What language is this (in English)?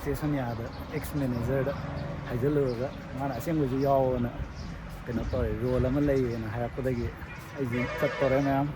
Manipuri